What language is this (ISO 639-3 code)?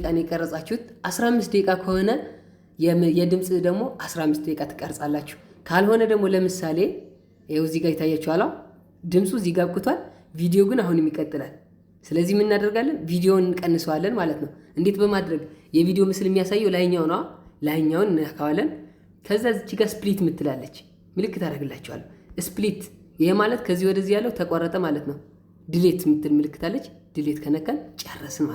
amh